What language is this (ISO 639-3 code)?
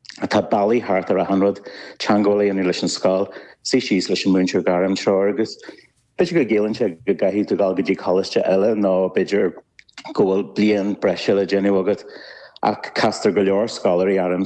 gle